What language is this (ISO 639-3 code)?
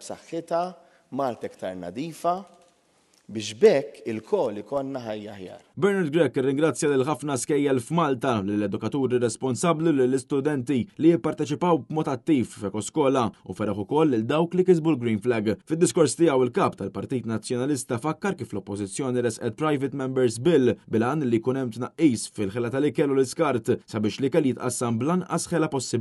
mlt